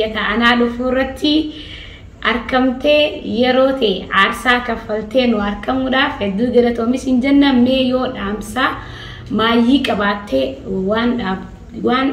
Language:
Oromo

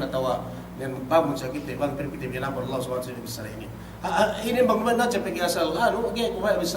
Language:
Yakan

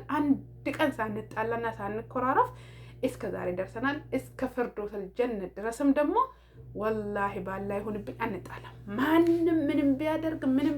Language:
Amharic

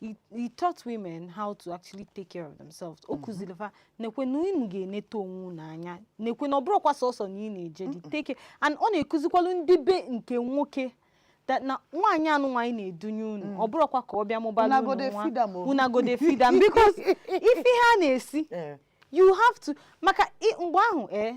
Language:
Igbo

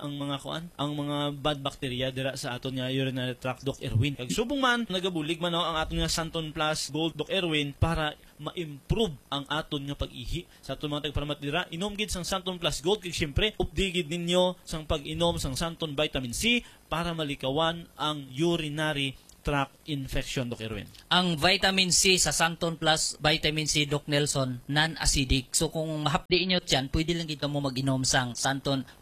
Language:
Hiligaynon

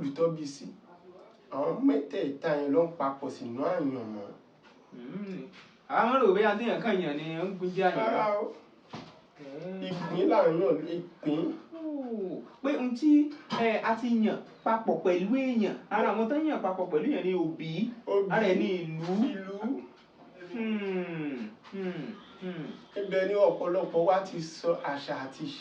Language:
Yoruba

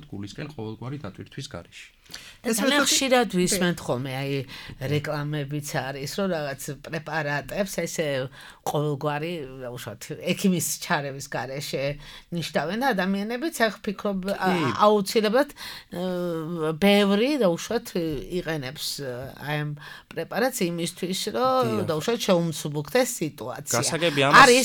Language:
Georgian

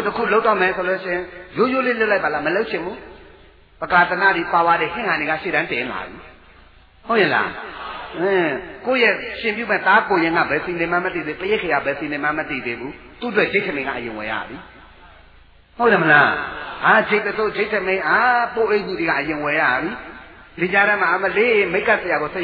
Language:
Burmese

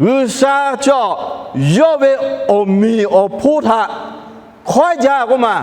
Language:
Lahu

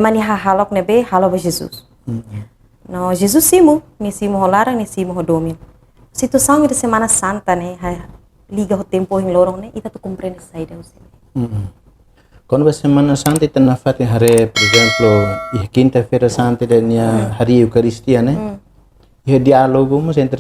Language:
Tetum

